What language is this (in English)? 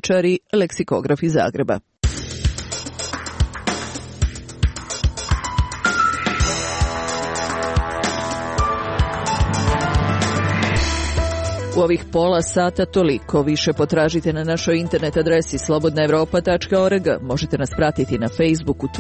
Serbian